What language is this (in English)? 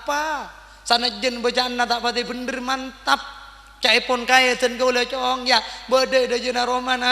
Madurese